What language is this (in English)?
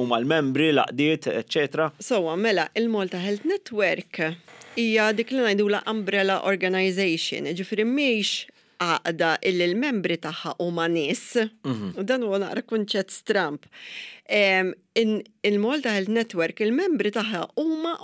Maltese